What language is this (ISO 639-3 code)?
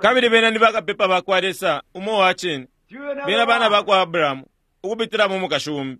bem